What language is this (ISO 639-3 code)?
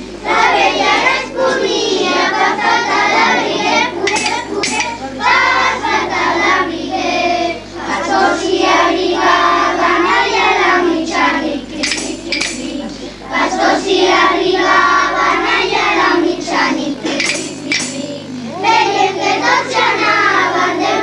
cat